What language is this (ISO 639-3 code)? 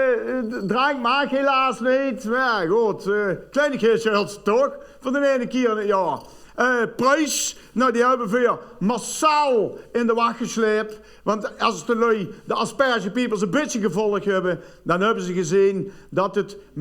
lim